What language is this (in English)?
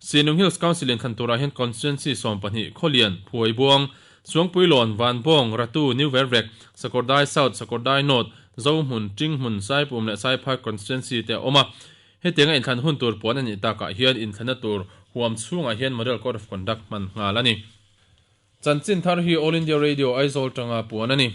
Mizo